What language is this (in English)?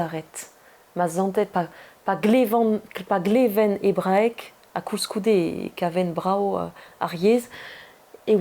Breton